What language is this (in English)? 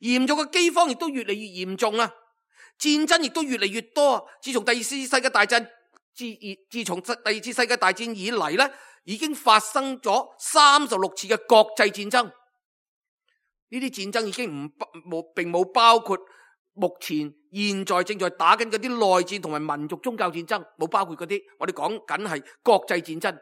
Cantonese